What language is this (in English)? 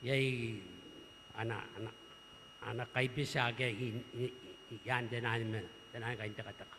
Gilbertese